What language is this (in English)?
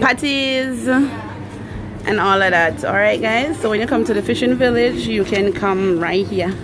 Jamaican Creole English